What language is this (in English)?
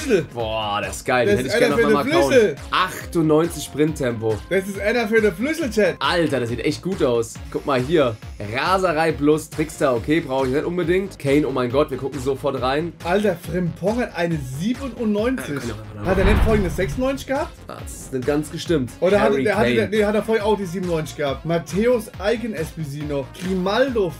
German